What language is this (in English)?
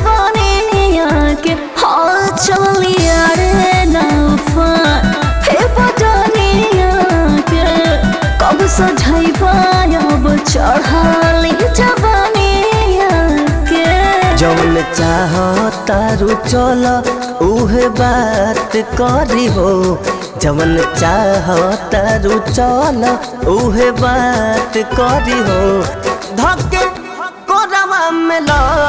Bhojpuri